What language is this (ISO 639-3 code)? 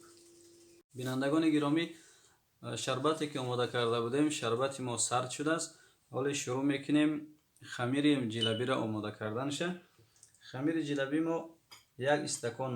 tgk